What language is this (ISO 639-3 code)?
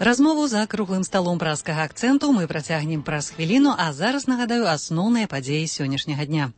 bel